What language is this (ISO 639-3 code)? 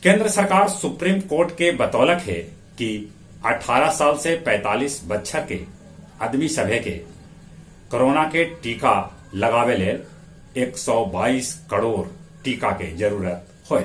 mag